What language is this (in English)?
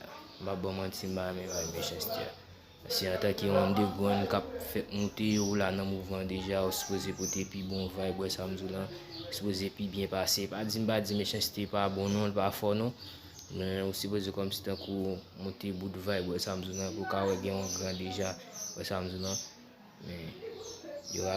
Haitian Creole